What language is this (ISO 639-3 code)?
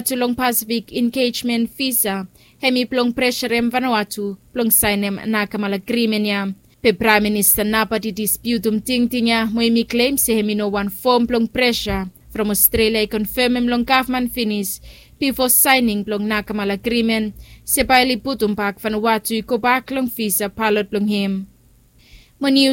bis